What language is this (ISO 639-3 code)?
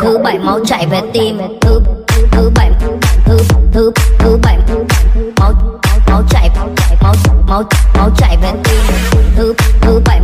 hmn